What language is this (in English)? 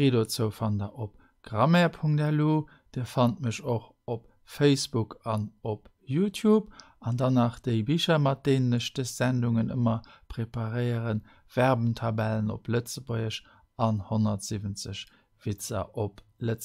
Luxembourgish